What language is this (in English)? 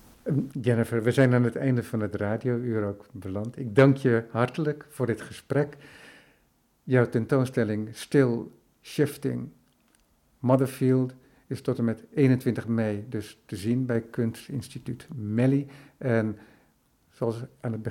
Dutch